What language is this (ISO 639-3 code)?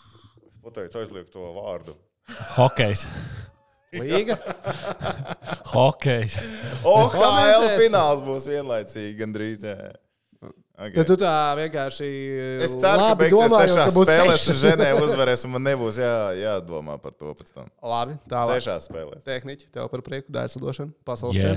lav